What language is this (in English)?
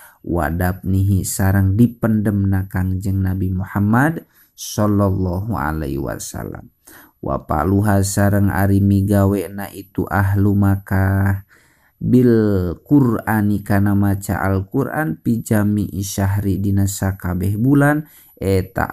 Sundanese